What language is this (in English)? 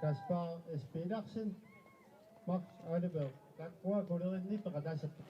Kalaallisut